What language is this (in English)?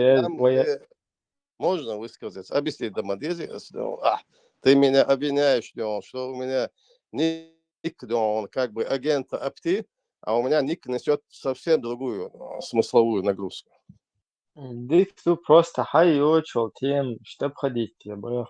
Chechen